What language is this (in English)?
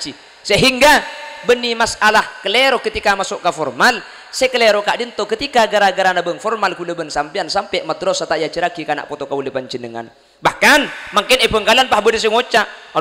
Madurese